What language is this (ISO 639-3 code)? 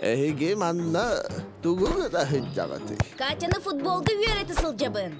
sah